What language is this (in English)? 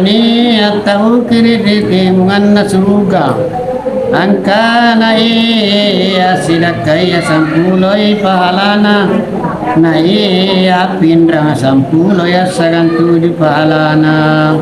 Makasar